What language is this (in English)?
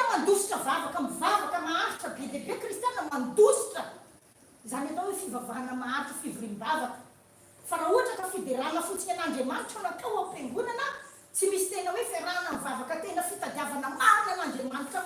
Malagasy